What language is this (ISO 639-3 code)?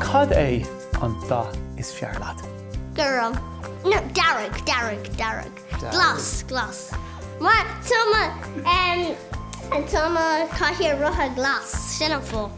gle